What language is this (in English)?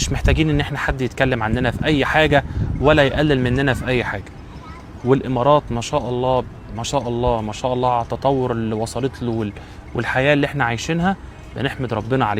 Egyptian Arabic